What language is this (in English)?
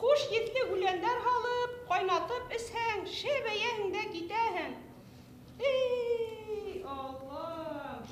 Bashkir